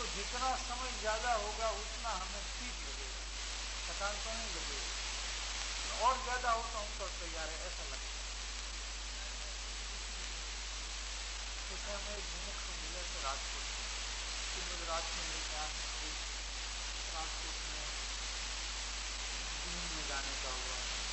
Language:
Hindi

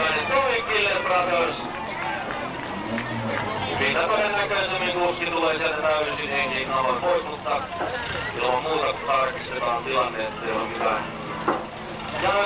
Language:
Finnish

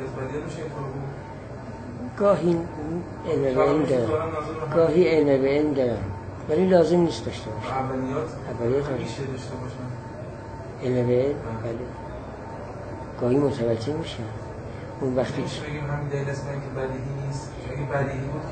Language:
Persian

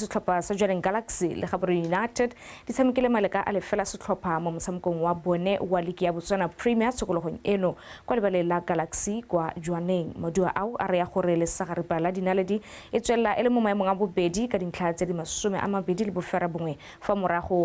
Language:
Tswana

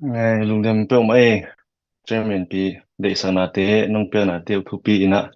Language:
Tedim Chin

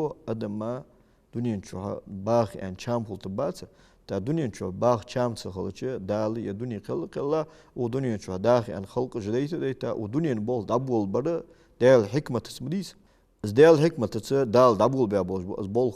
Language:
Ingush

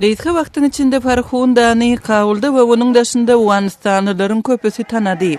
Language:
Turkmen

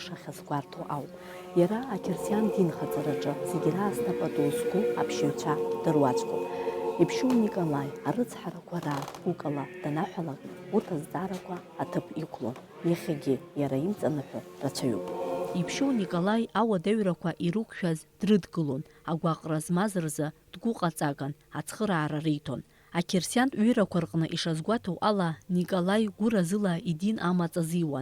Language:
Abkhazian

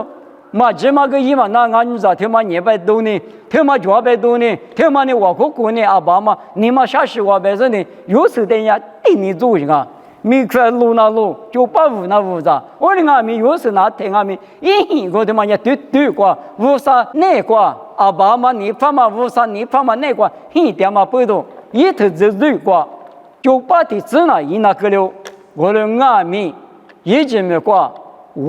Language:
Lisu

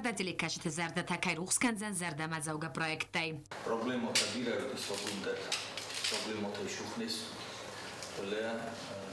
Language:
Ossetic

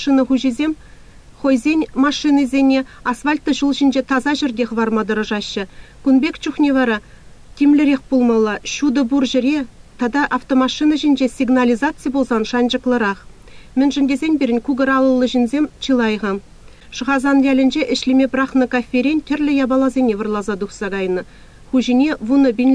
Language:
Chuvash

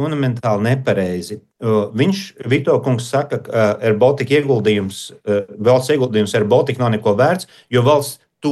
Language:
Latvian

